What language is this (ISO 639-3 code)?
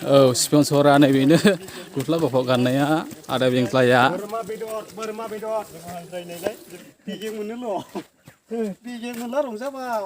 brx